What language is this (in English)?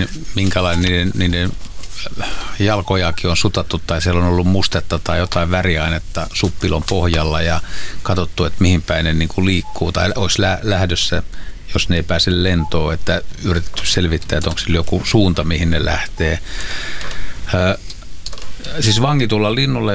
Finnish